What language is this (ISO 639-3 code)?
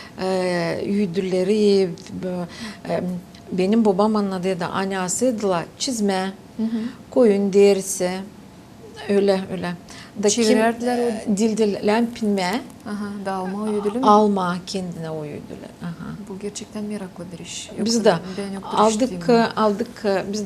gag